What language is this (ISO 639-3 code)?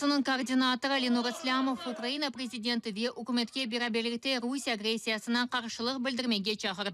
crh